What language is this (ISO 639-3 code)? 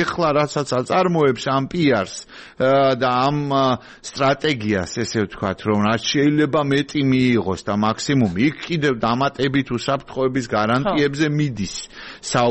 kat